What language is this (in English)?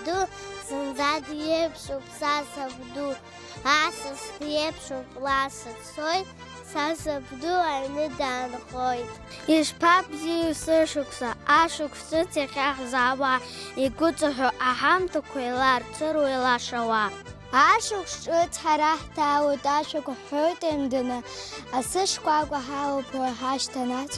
Abkhazian